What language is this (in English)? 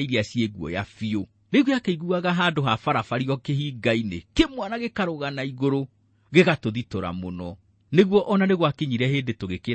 Kikuyu